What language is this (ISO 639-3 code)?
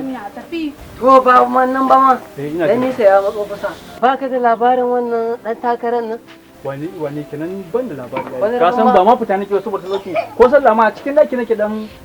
hau